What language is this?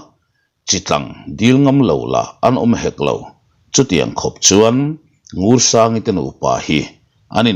Mizo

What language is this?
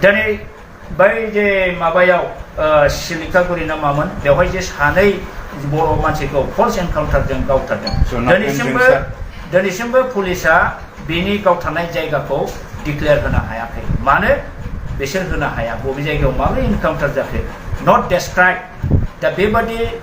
Bodo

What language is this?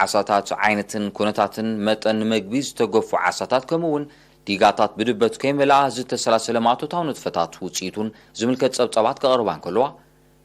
Tigrinya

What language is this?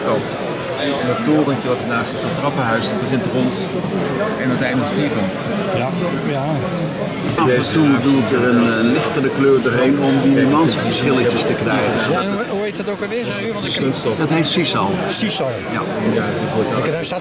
Dutch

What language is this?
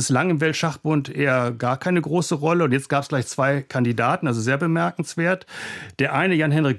German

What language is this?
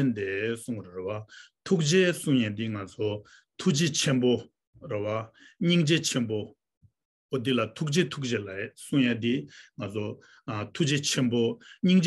Tibetan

